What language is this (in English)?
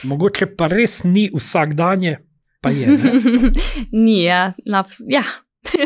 Slovenian